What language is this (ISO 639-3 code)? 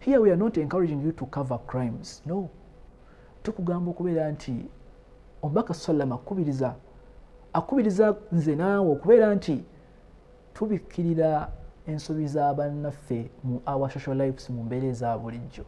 lug